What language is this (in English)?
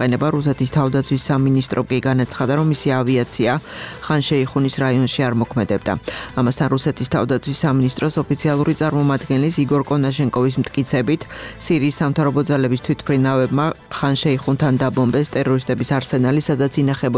Georgian